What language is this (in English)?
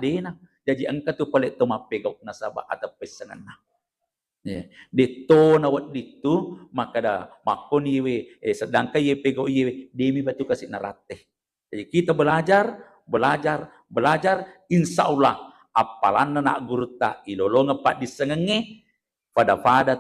Buginese